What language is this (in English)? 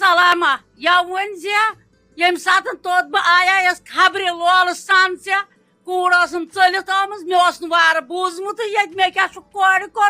Kashmiri